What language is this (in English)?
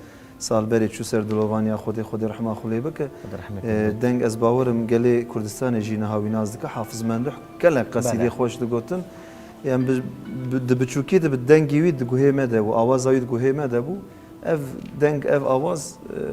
Kurdish